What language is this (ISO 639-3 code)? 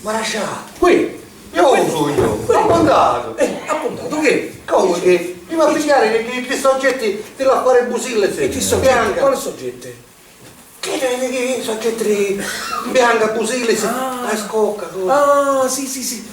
scn